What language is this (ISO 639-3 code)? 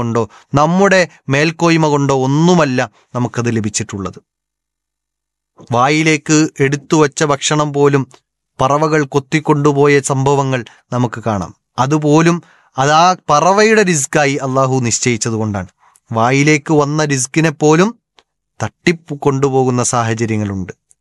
mal